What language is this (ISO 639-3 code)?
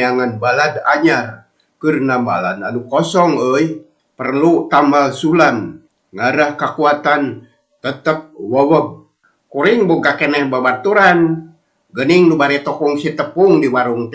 sun